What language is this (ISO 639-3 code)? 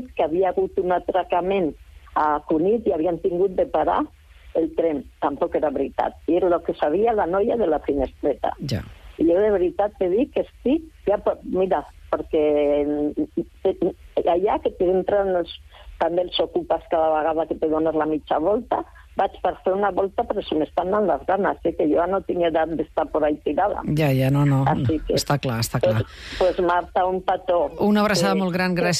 cat